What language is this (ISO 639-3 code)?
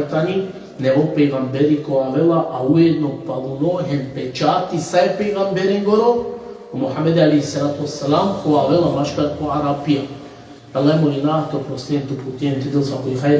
rmn